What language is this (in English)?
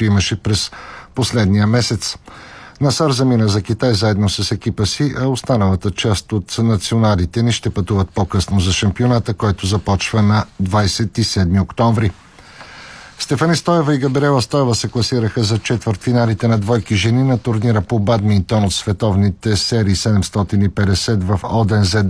Bulgarian